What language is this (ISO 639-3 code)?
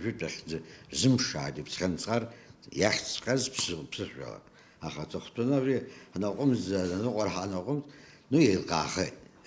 abk